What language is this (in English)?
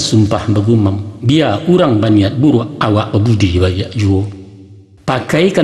Minangkabau